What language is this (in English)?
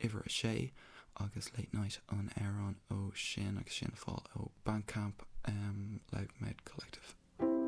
Irish